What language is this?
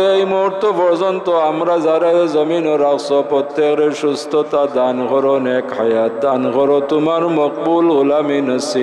Sylheti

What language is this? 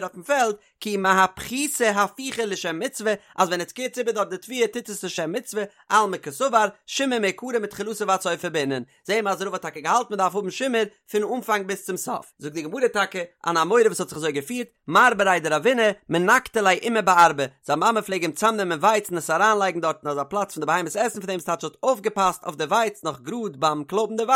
Yiddish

